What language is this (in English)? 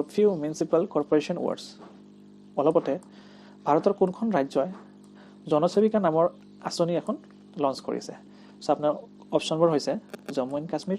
Assamese